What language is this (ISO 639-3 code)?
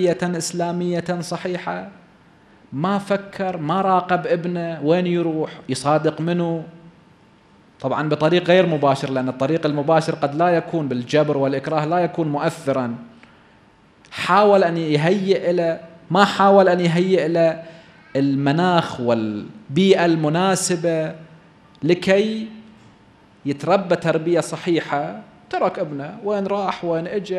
ara